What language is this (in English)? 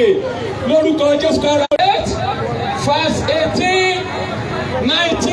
Yoruba